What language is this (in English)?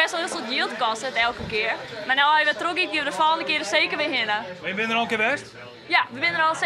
Western Frisian